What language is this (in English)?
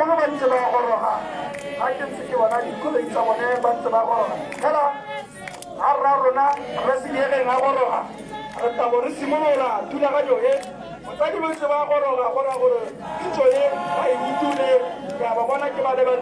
Tswana